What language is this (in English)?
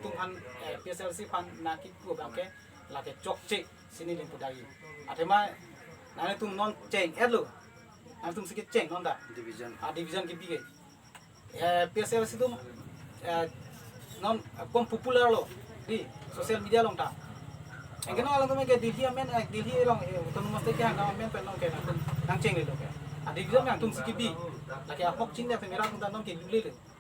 Karbi